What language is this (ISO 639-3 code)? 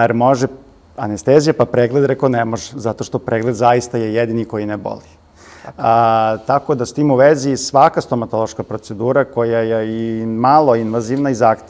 srp